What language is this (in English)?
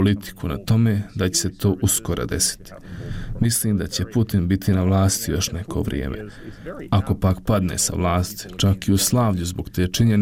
Bosnian